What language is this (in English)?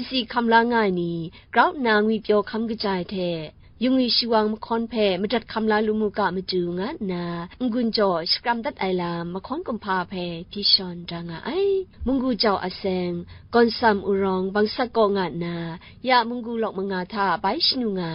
Kachin